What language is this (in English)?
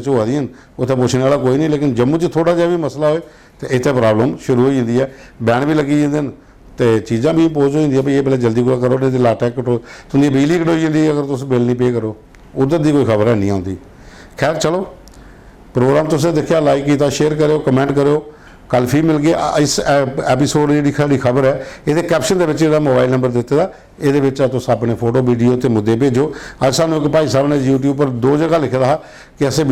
Dogri